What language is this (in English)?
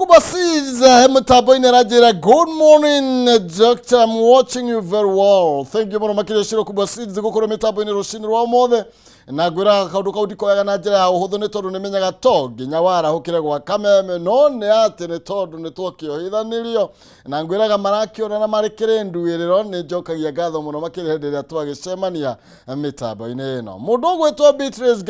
Kikuyu